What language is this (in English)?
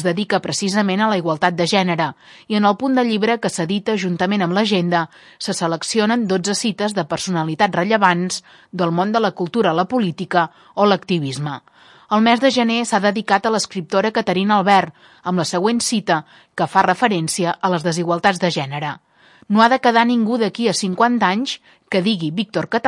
Catalan